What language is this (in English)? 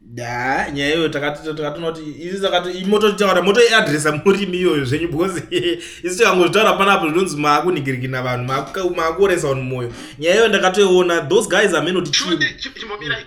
Shona